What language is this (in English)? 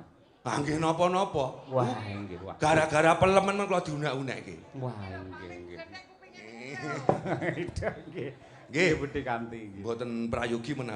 Javanese